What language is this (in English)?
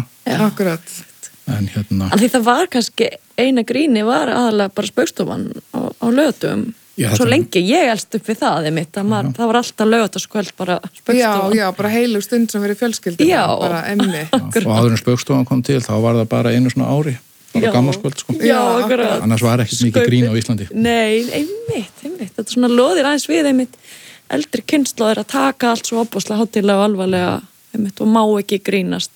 Icelandic